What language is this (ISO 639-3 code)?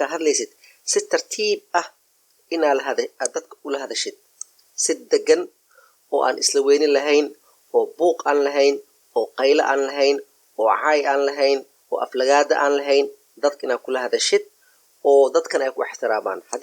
som